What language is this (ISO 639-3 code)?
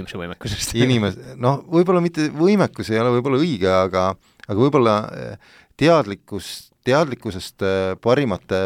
est